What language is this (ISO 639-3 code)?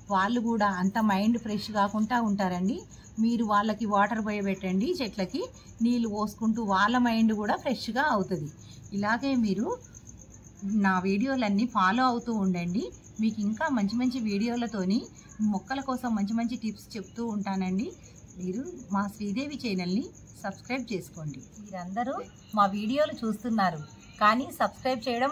tel